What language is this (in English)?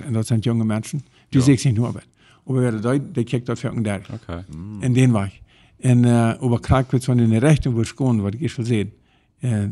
Plautdietsch